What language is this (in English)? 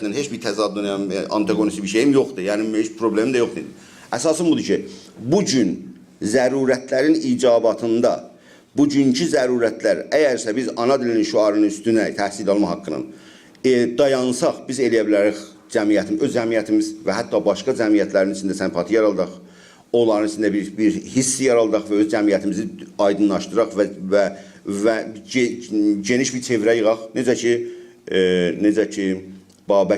South Azerbaijani